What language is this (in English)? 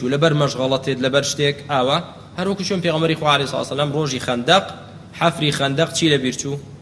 Central Kurdish